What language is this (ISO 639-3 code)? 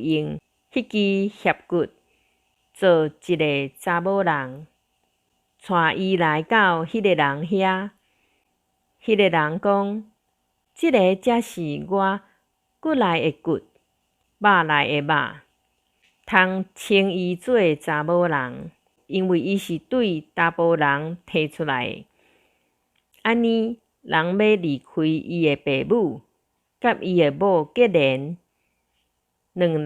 nan